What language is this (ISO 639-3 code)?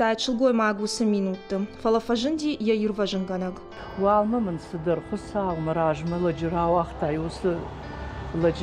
oss